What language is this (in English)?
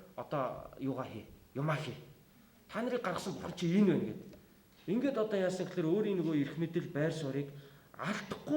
Mongolian